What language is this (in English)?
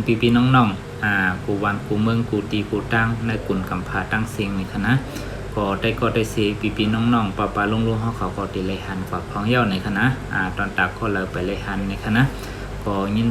Shan